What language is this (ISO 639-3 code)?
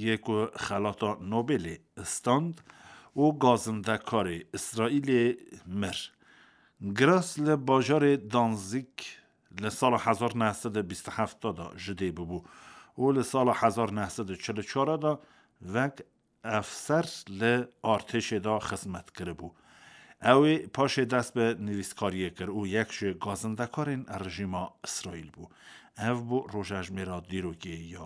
kur